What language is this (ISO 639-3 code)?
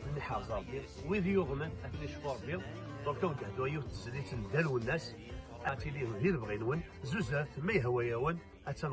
kab